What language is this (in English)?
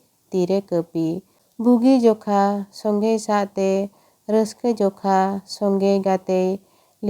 Santali